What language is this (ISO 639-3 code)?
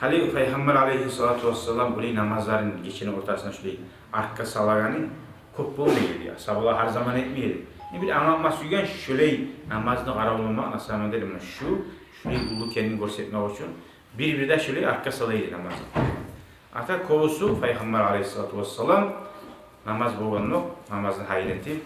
kum